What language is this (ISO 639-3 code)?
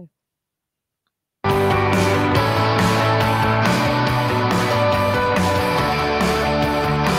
eus